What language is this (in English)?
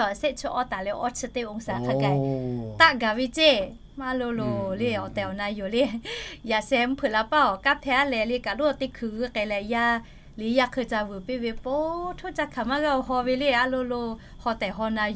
Lahu